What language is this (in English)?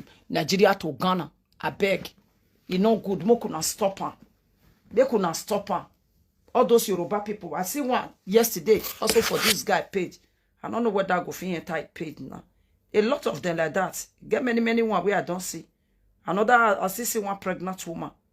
Nigerian Pidgin